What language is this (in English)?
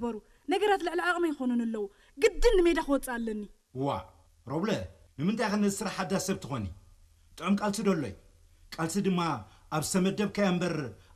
Tigrinya